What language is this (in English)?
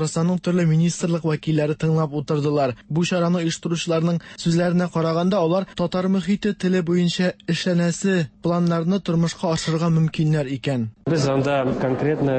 Tatar